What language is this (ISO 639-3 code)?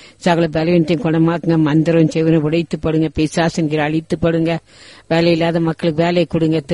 tam